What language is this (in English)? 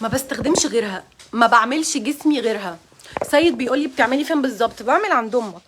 Egyptian Arabic